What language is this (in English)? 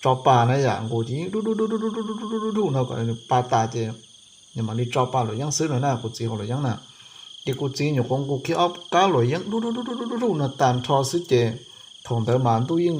Hmong